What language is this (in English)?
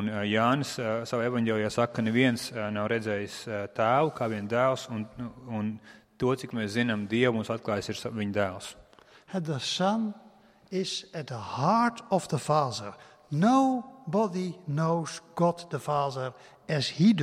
Latvian